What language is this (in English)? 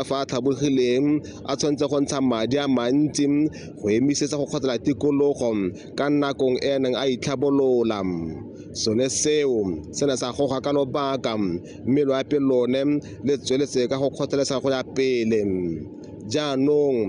Tswana